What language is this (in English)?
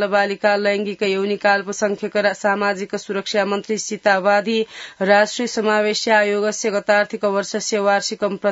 Sanskrit